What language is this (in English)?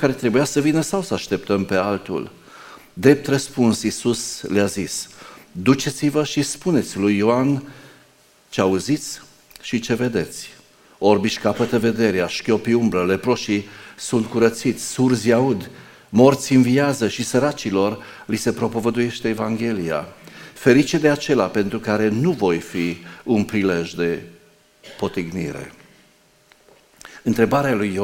Romanian